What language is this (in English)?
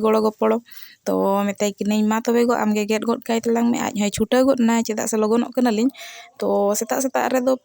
Santali